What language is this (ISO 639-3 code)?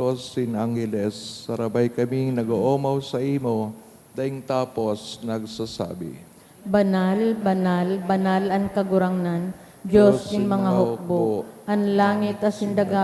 bik